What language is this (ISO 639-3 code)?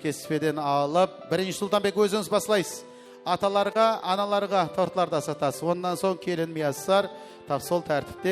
kaa